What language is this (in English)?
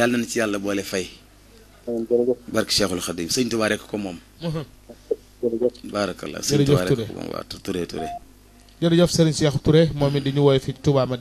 Wolof